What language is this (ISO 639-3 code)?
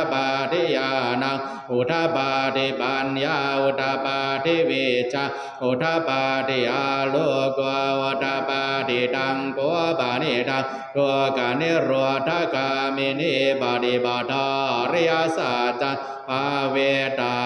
pli